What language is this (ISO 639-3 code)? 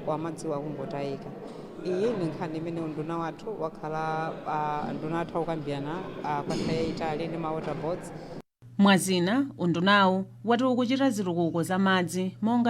nya